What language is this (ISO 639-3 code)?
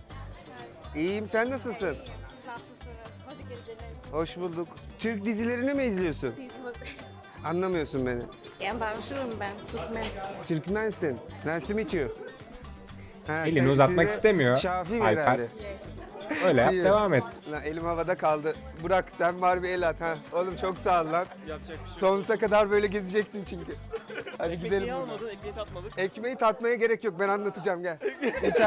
tur